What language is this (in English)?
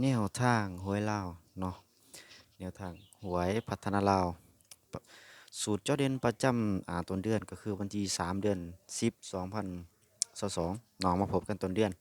Lao